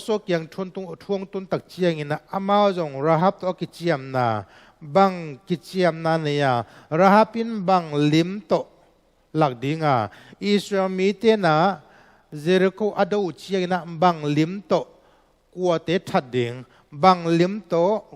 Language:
Tedim Chin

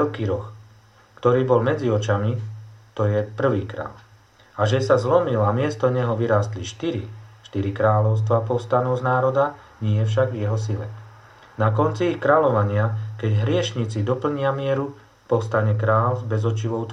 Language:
Slovak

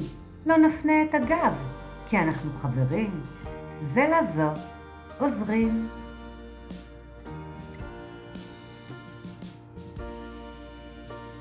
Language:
Hebrew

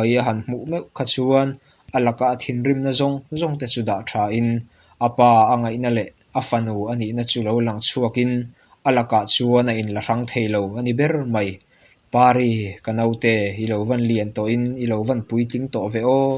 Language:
Mizo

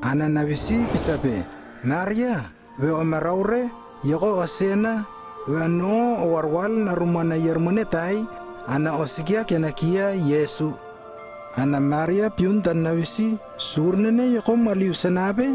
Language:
Lewo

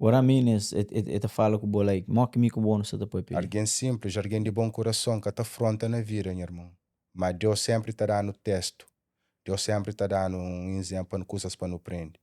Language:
Kabuverdianu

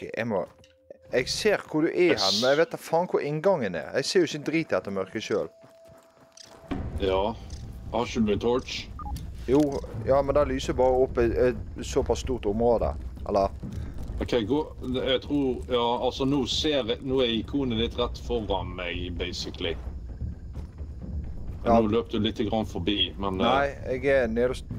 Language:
Norwegian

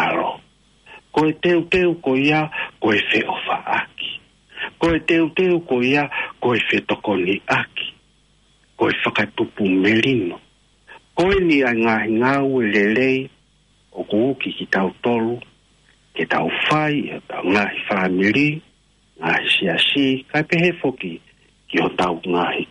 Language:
Tongan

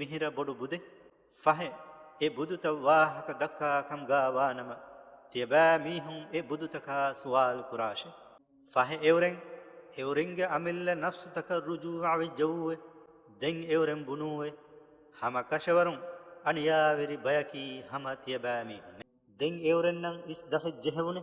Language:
Divehi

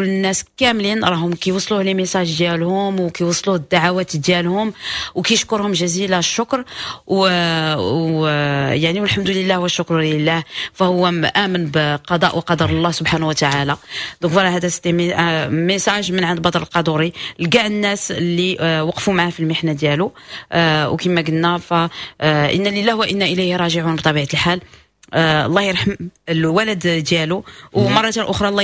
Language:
Moroccan Arabic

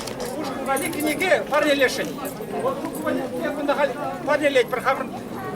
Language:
Chuvash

